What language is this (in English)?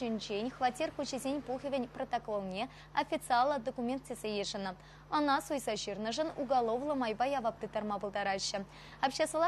Chuvash